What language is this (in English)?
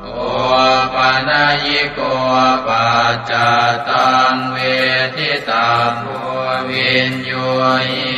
Pali